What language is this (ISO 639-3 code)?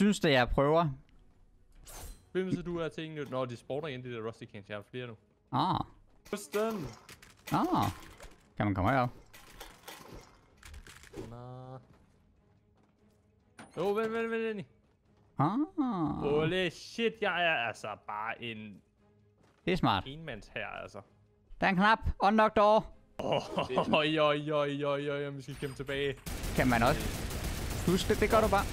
dan